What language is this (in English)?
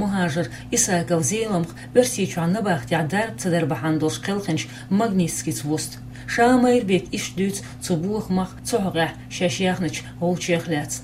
Chechen